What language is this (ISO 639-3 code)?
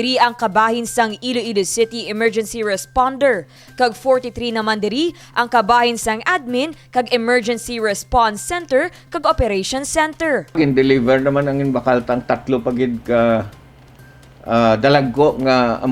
hil